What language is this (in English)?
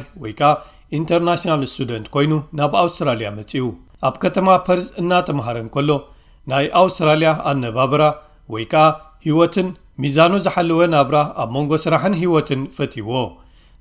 Tigrinya